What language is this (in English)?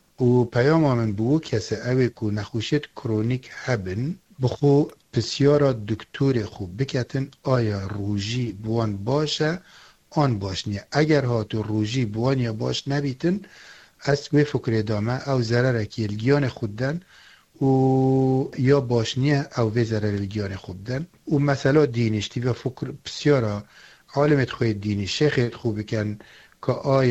Kurdish